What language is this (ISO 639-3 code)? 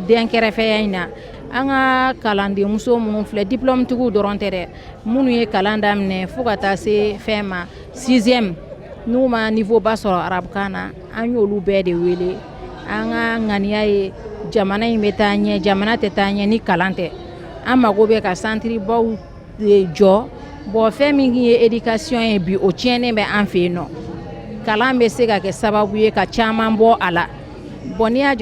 bam